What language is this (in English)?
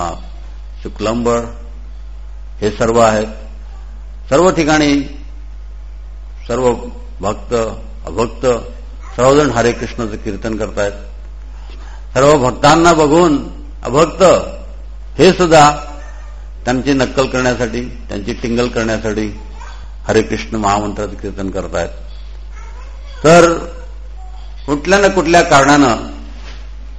Marathi